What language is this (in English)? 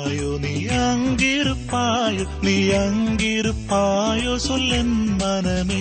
Tamil